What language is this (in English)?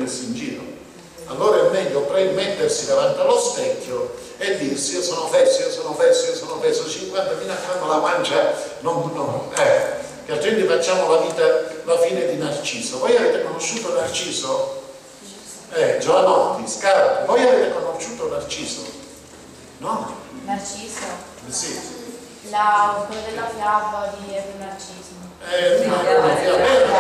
Italian